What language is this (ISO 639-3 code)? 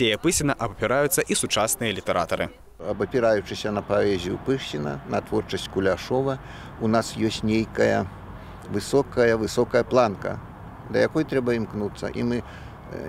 bel